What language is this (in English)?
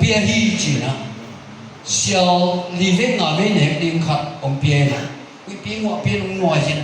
Tedim Chin